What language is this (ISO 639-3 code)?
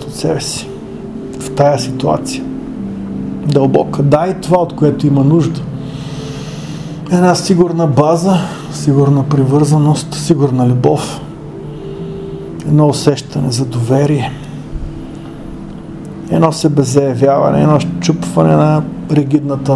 bul